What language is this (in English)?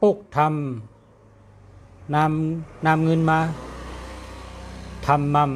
Shan